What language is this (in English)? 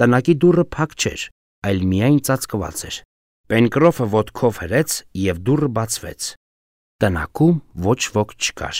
Armenian